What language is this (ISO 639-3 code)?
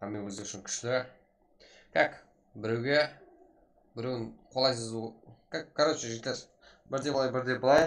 kaa